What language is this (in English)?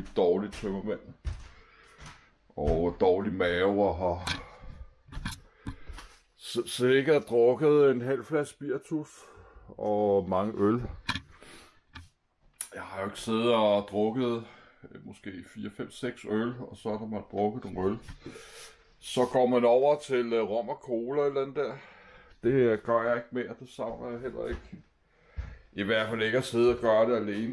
Danish